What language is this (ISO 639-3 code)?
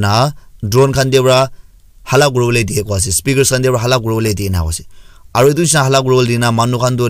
nag